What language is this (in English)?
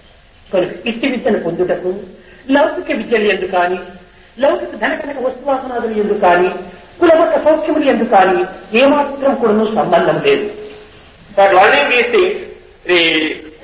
Telugu